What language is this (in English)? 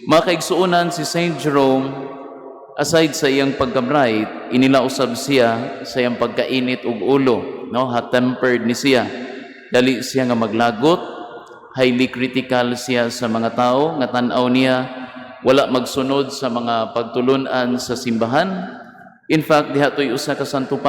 Cebuano